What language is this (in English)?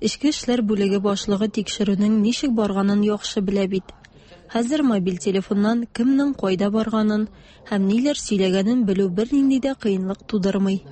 Tatar